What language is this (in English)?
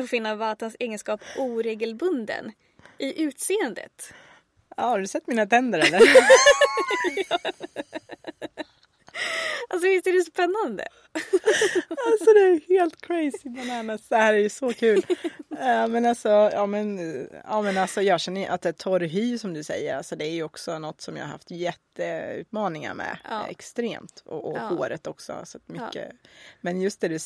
Swedish